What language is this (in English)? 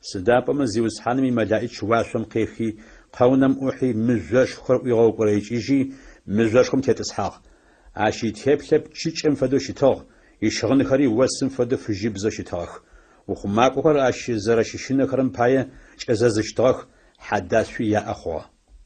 Adyghe